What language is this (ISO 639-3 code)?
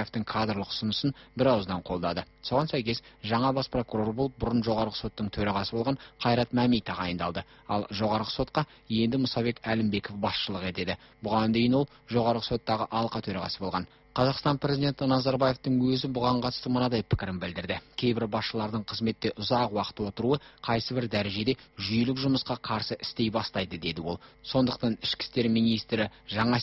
kaz